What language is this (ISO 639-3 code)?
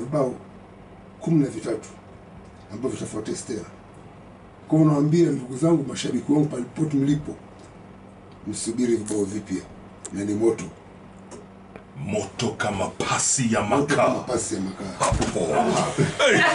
swa